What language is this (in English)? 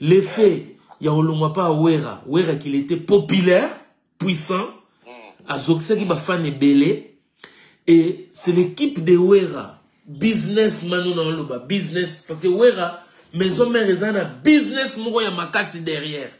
Lingala